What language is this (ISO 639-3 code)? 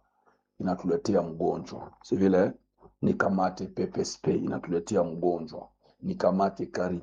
swa